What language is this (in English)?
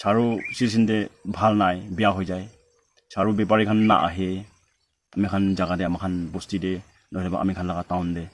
Naga Pidgin